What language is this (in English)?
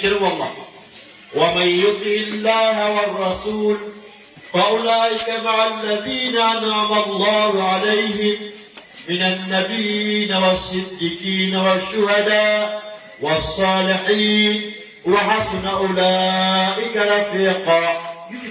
Maranao